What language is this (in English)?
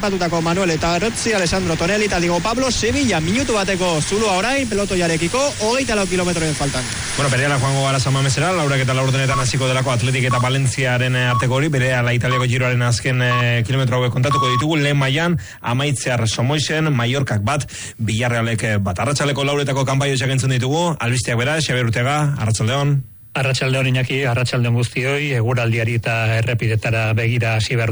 Basque